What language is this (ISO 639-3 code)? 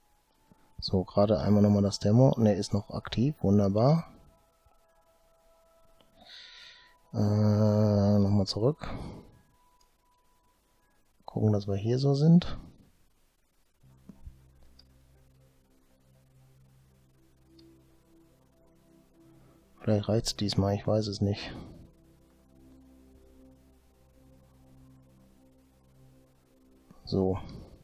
deu